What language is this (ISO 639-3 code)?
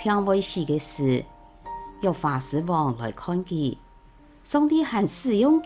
hak